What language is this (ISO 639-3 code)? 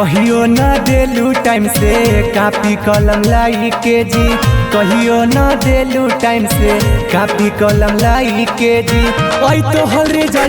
mag